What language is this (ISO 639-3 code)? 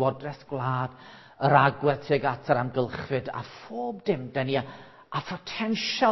cym